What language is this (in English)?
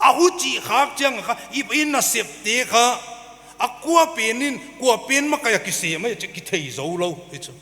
Paite Chin